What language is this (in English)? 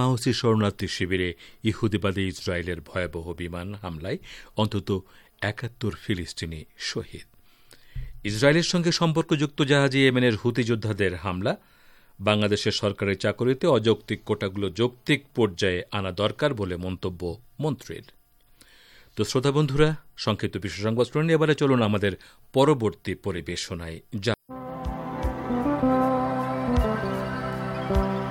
Bangla